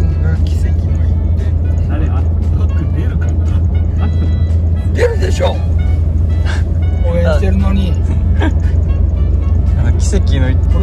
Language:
Japanese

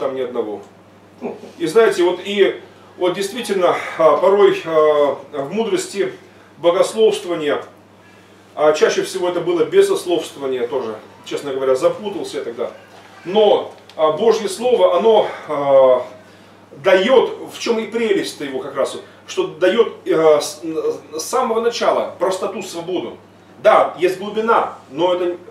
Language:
Russian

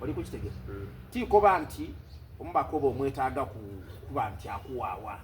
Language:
Soga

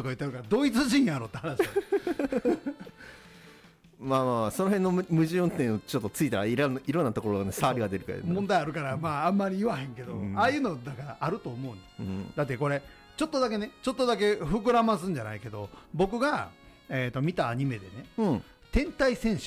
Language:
Japanese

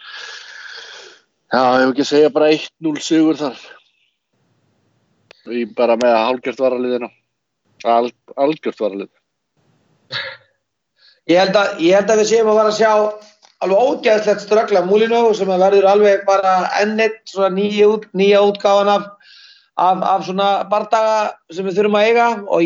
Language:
Icelandic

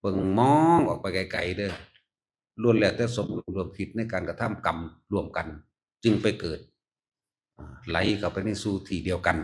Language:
Northeastern Thai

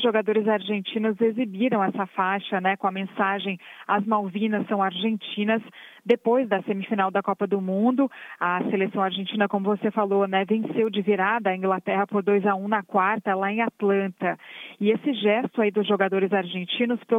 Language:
Portuguese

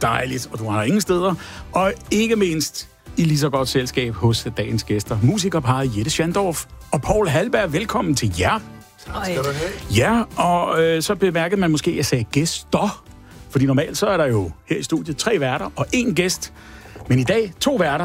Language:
Danish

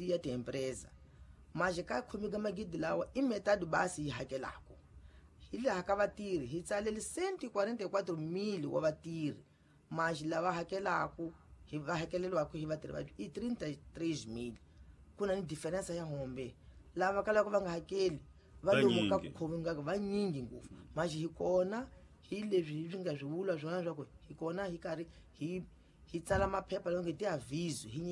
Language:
Tsonga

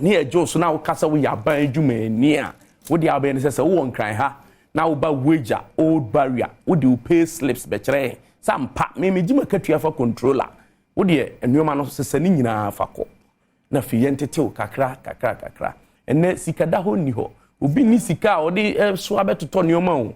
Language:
Akan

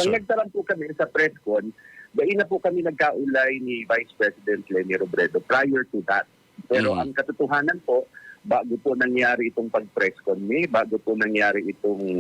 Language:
Bikol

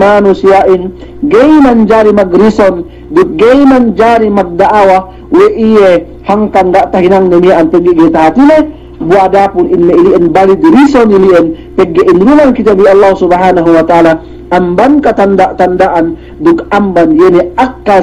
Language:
Yakan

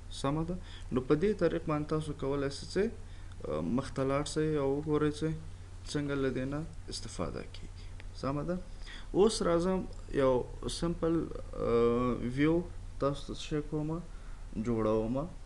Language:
Pashto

